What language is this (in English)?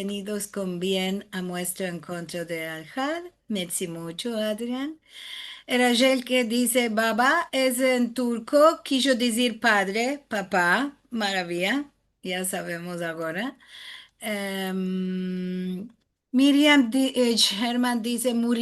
Ladino